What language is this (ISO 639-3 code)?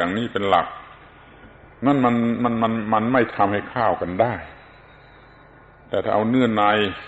tha